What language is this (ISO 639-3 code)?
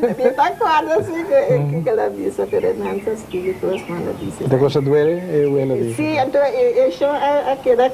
pap